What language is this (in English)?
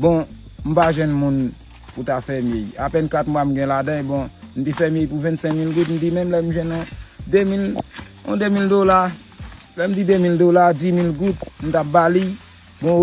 Haitian Creole